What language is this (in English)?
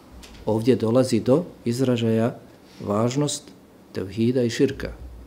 Bosnian